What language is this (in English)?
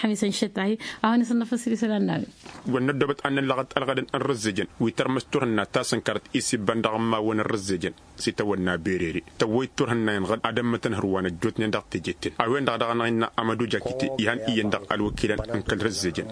Tamasheq